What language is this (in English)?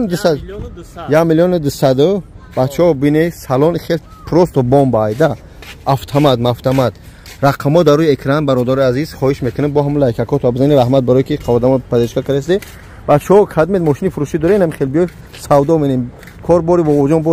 Tajik